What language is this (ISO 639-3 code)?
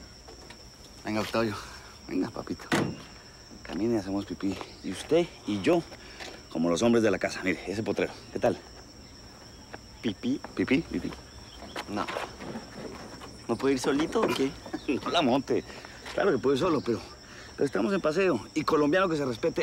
spa